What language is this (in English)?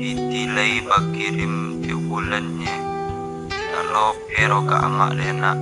Minangkabau